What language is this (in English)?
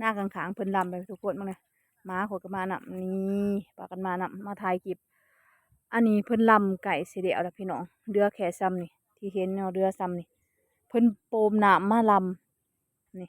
Lao